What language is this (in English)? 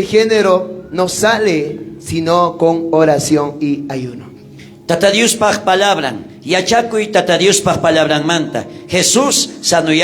South Bolivian Quechua